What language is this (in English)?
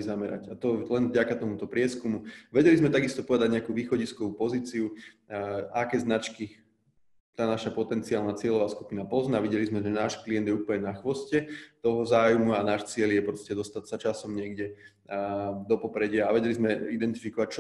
Slovak